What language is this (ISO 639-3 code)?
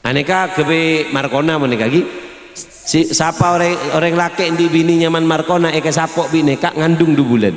mad